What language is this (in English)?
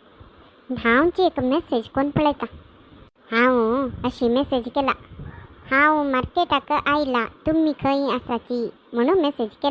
Konkani